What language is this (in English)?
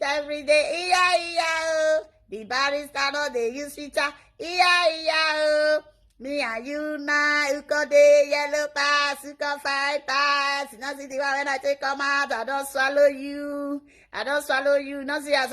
Nigerian Pidgin